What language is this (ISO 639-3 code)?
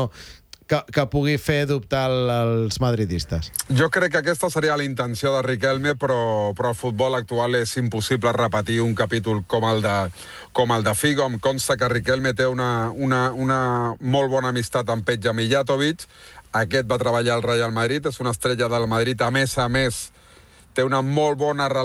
cat